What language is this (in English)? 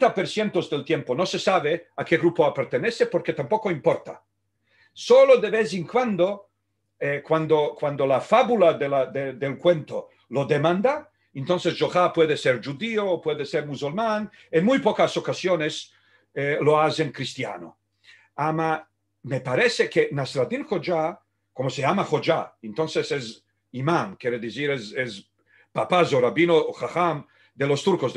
Ladino